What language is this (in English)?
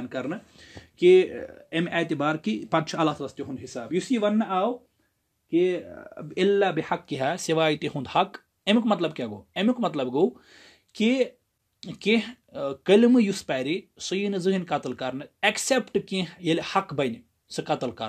Kashmiri